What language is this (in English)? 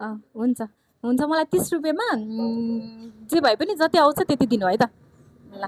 Nepali